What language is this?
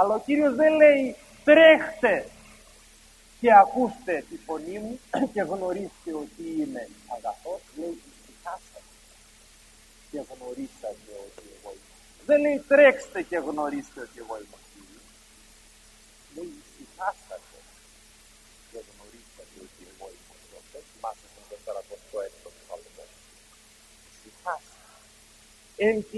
Greek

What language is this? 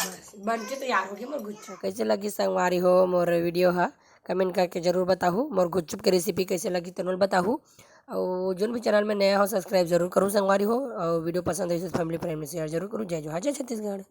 Chhattisgarhi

